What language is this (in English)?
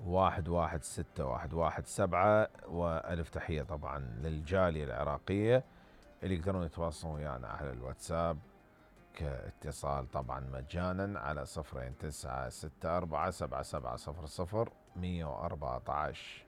Mesopotamian Arabic